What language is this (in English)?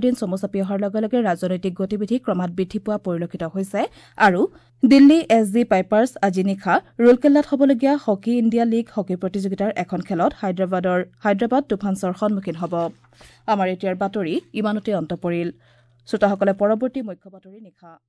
Assamese